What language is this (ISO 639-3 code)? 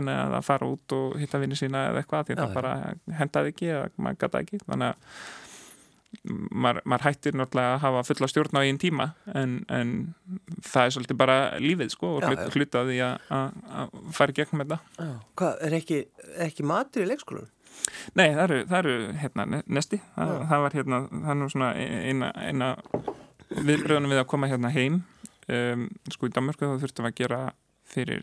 isl